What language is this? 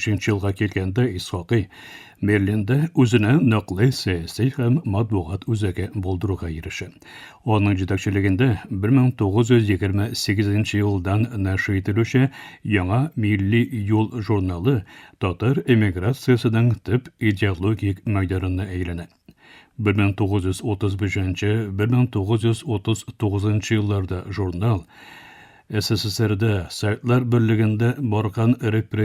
Tatar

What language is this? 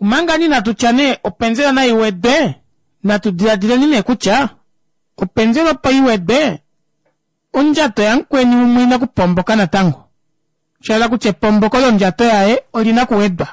Kuanyama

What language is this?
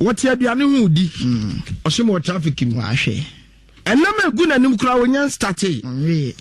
Akan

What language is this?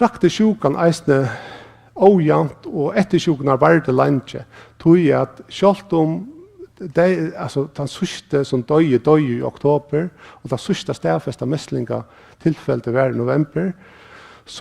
Faroese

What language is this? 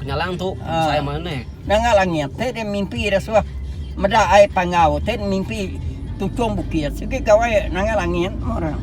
Iban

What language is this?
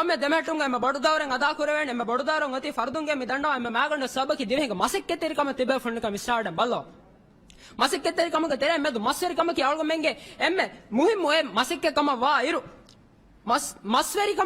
Divehi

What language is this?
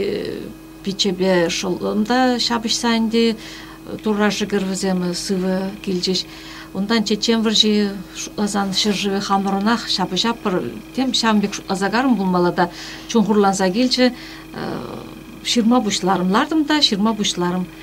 Chuvash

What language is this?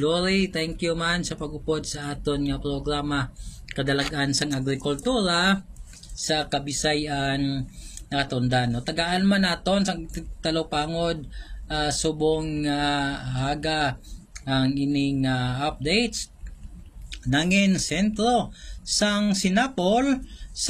Hiligaynon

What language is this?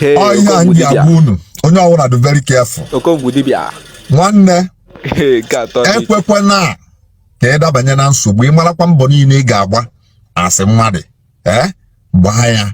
Igbo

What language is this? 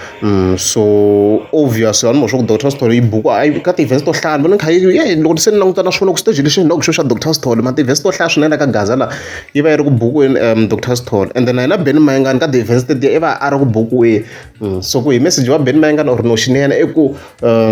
Tsonga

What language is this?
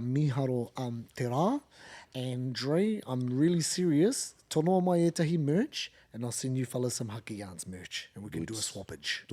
Māori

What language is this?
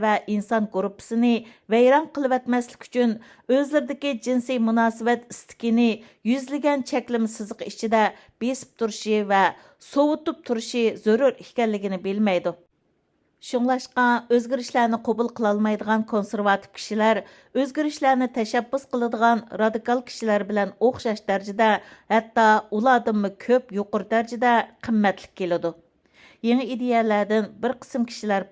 Uyghur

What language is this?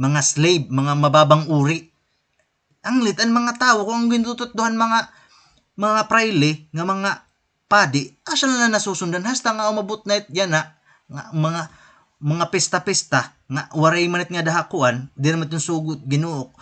Waray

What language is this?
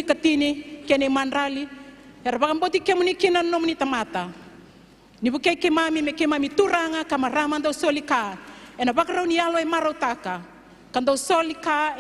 Fijian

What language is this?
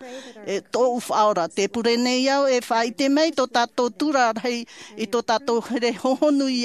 Tahitian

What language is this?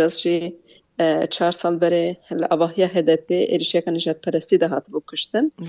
Kurdish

